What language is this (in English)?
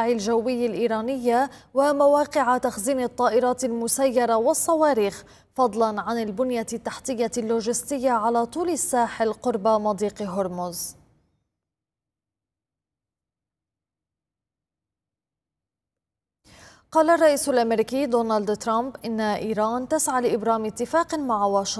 Arabic